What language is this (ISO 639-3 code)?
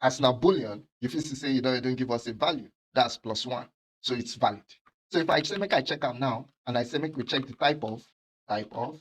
pcm